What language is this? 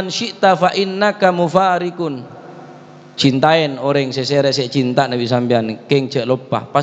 Madurese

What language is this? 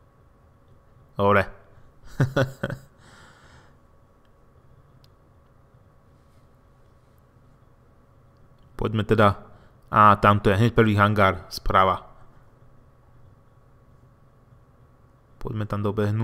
Slovak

